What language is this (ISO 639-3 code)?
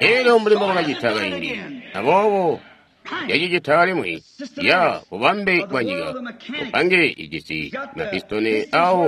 toi